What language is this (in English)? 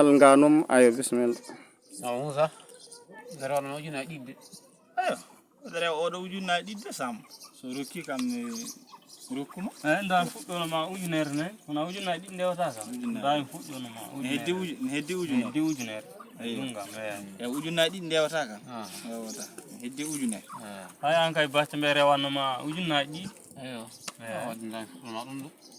Fula